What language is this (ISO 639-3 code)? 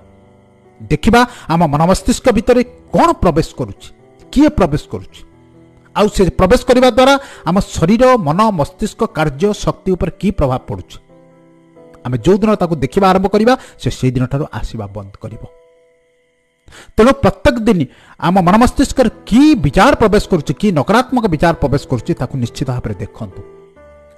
ori